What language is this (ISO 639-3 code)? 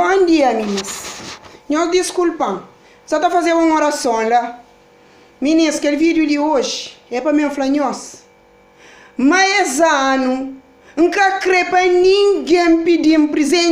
kea